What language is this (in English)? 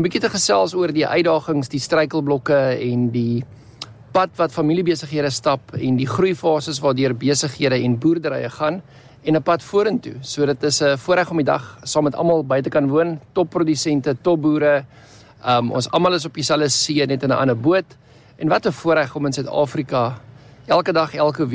Afrikaans